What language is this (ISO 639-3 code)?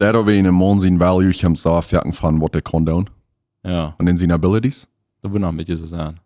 pdt